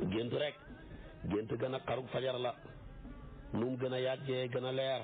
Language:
Wolof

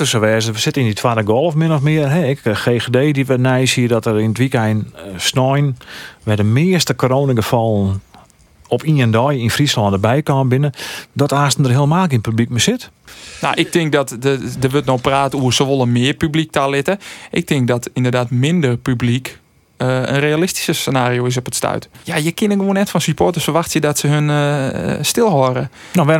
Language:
Western Frisian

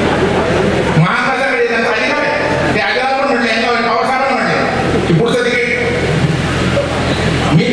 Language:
Marathi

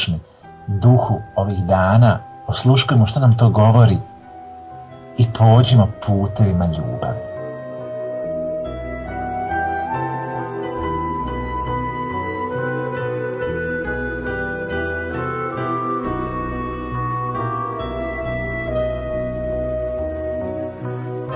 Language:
Croatian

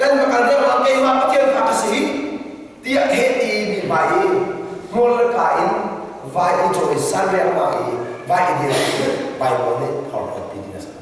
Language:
Hakha Chin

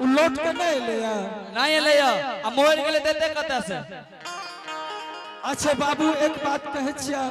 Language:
Angika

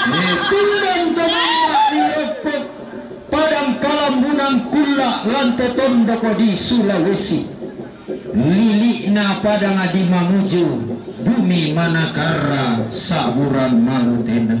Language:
Toraja-Sa'dan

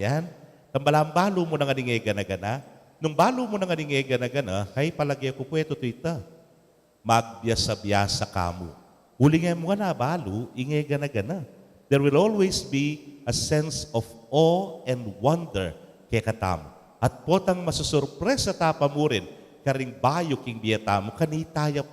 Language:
Pampanga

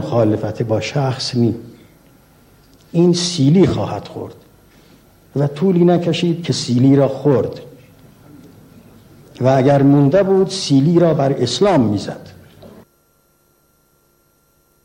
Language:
Persian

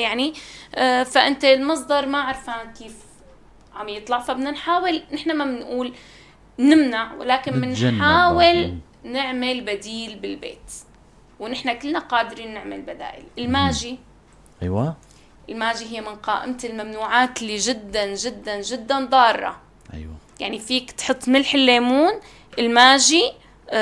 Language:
North Levantine Arabic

